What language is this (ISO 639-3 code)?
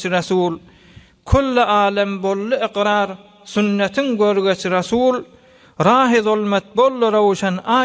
tuk